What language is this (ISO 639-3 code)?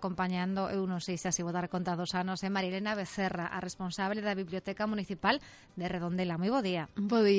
glg